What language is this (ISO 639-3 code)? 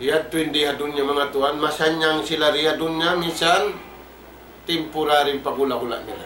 tsg